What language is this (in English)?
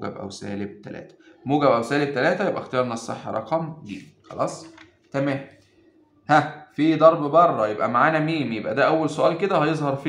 Egyptian Arabic